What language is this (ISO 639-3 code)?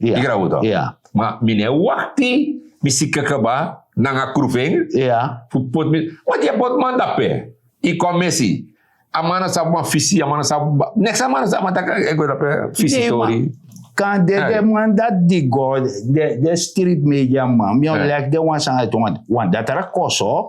srn